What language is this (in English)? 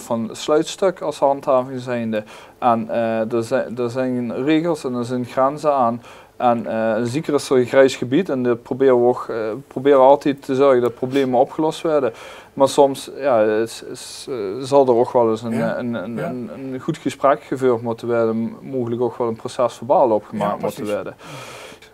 Limburgish